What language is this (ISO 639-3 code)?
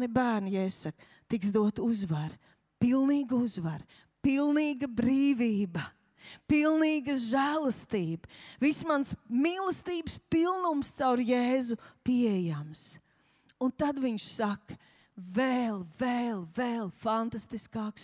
lav